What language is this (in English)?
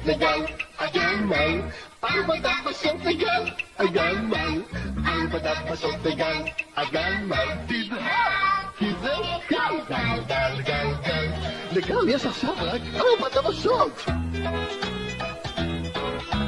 Hebrew